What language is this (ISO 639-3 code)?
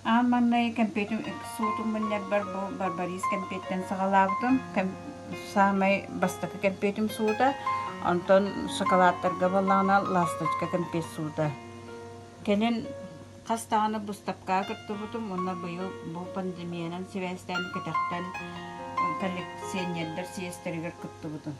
sah